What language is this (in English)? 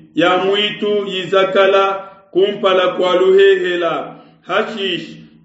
Luba-Lulua